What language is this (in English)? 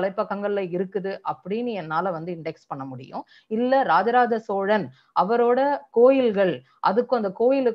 Tamil